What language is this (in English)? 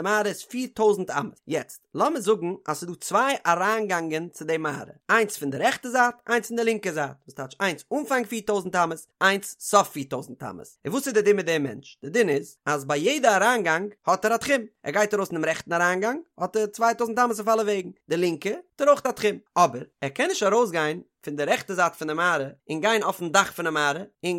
Yiddish